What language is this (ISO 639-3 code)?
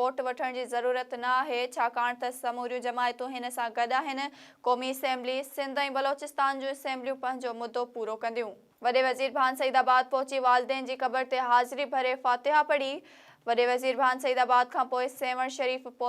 snd